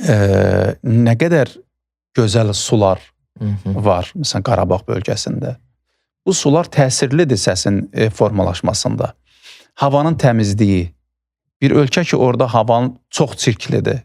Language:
Azerbaijani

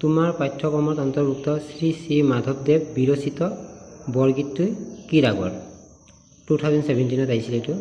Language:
Assamese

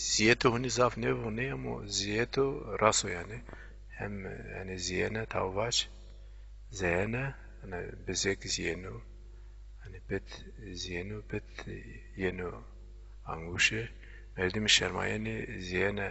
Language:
Zaza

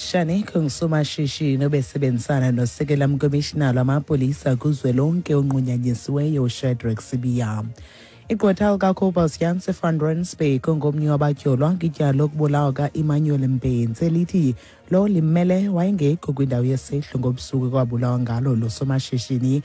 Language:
Xhosa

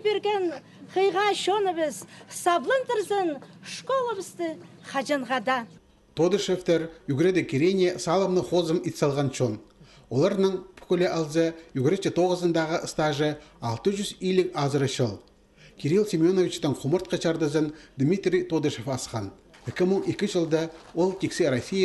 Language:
Khakas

